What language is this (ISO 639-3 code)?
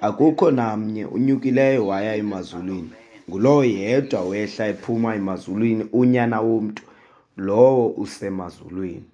xho